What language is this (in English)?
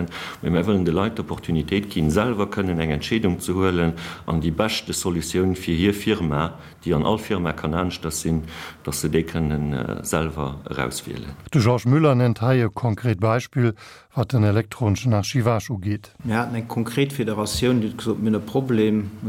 Luxembourgish